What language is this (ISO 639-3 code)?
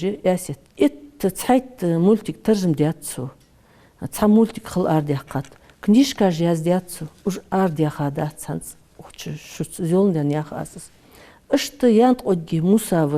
inh